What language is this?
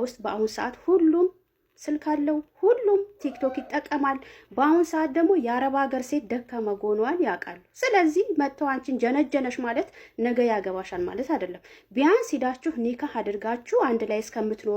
Amharic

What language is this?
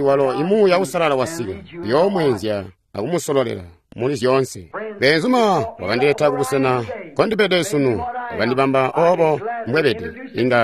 Tonga (Zambia)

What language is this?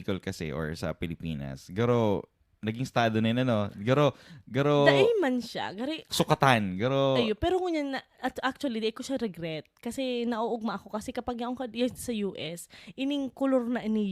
Bikol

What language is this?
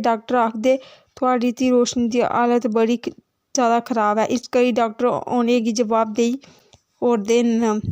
Dogri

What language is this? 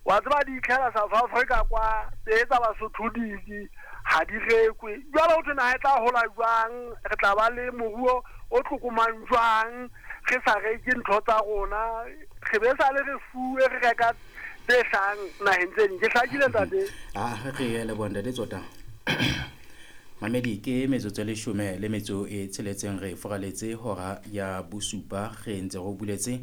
Southern Sotho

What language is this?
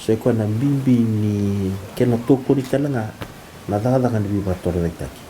Fijian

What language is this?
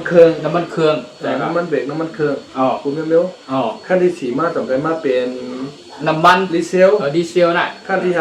Shan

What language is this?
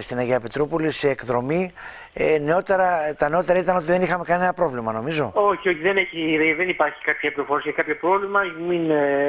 Greek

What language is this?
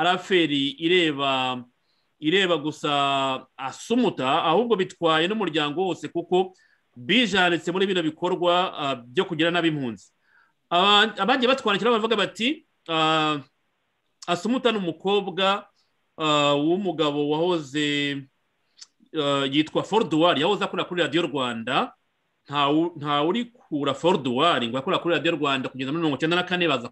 Kinyarwanda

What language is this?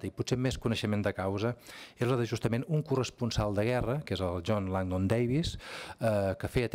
Catalan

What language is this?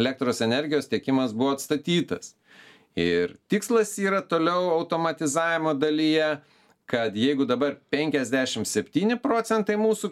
Lithuanian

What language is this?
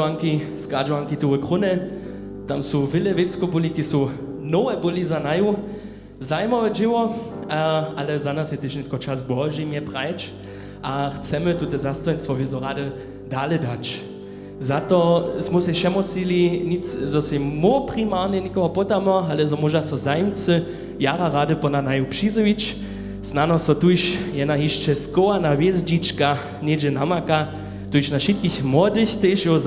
Upper Sorbian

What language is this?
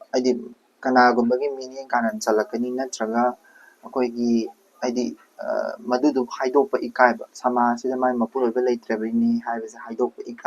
Manipuri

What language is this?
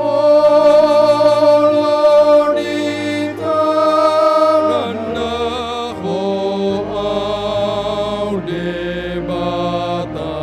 Batak Toba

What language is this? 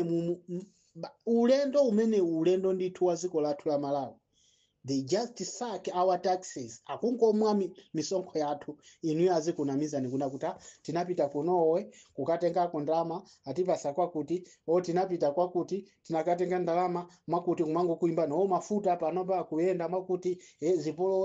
Nyanja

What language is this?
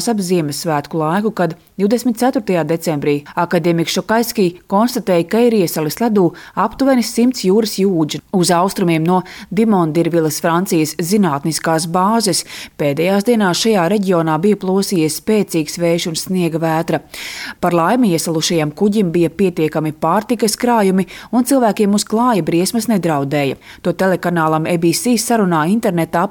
Latvian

